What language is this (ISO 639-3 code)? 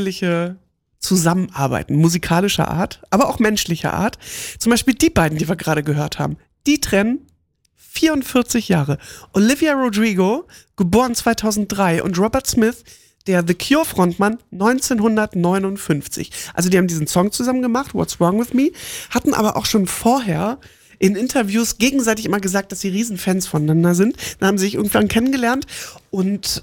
deu